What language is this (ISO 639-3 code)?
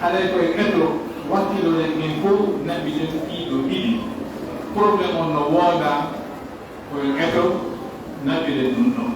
ful